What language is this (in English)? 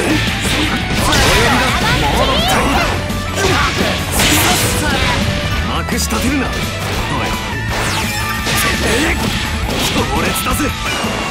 Japanese